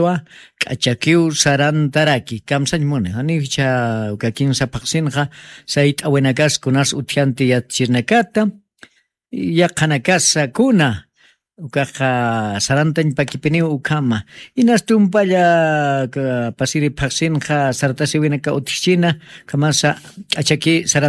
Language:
Aymara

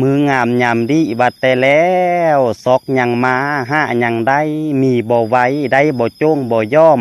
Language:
Lao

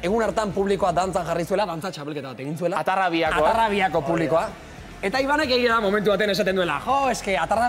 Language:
Basque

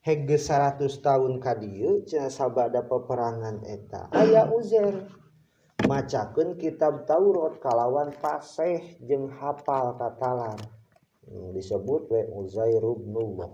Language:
Sundanese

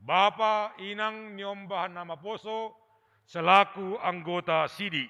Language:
Batak Simalungun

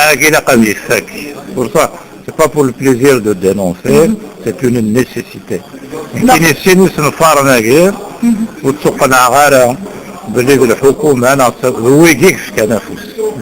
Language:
Kabyle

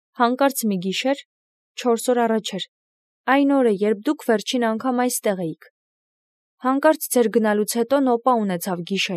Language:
Armenian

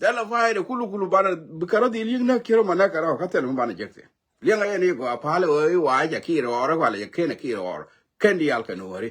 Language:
Nuer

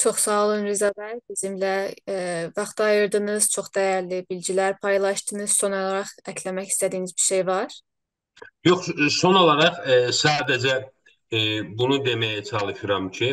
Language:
South Azerbaijani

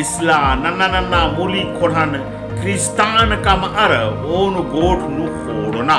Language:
Kurukh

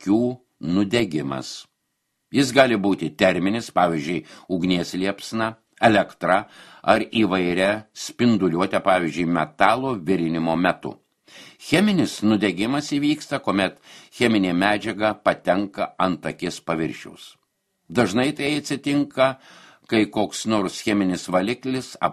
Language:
Lithuanian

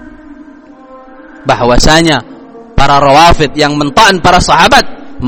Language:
Indonesian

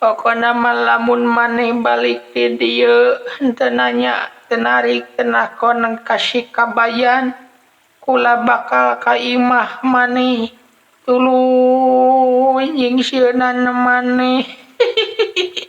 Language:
Sundanese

